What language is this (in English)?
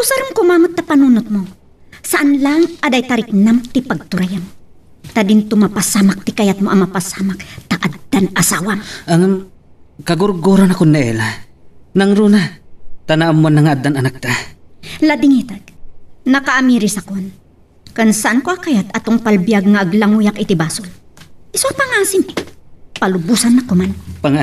Iloko